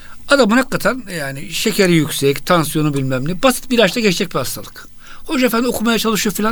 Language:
Turkish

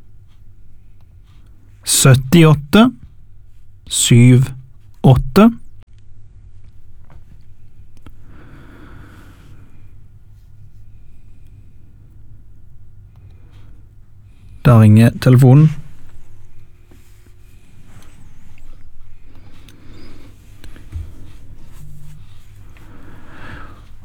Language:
Norwegian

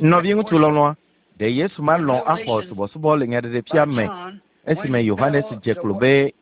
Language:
Ewe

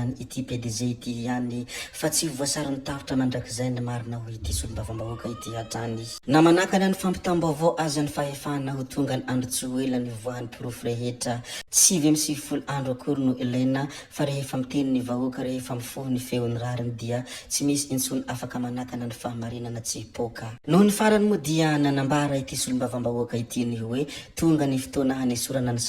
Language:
Malagasy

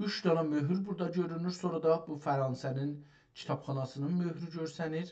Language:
South Azerbaijani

